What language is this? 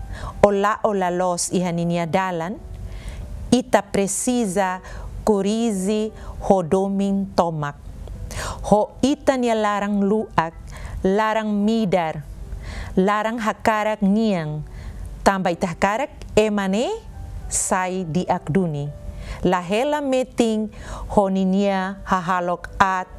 Tetum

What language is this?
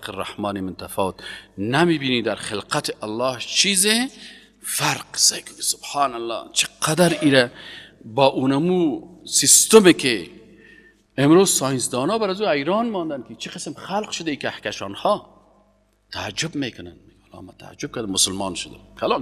Persian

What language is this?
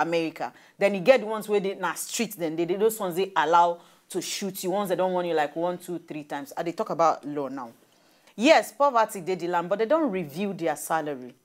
Nigerian Pidgin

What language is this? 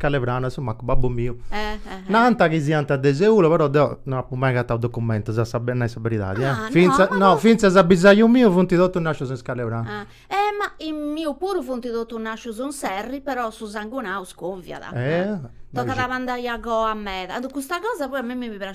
Sardinian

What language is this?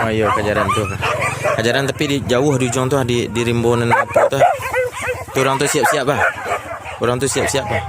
Minangkabau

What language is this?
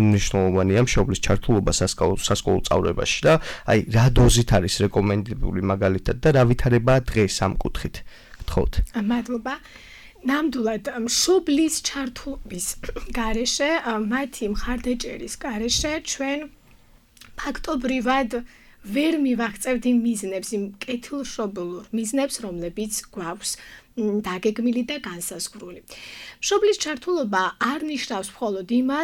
Georgian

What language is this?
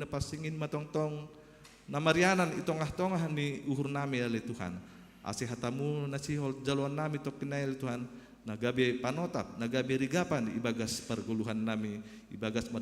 Batak Simalungun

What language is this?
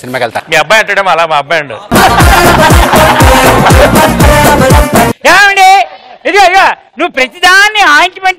Telugu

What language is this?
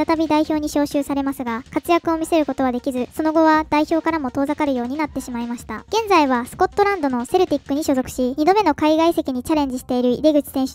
Japanese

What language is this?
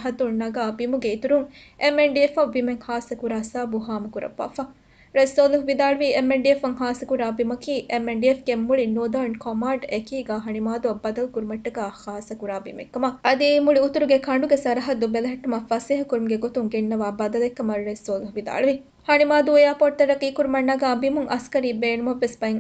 Divehi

